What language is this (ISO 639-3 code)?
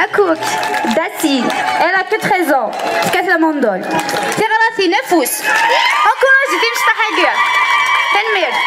kab